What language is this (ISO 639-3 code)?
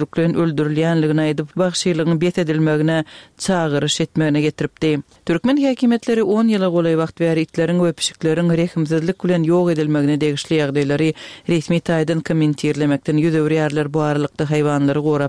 tuk